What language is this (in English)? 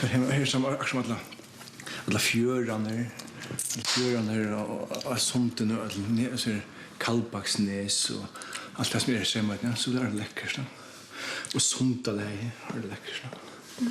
Faroese